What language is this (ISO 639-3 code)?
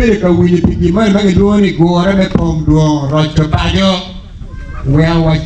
ach